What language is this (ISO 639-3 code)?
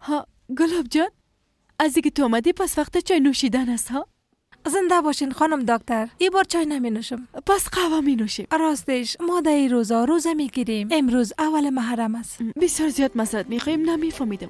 fas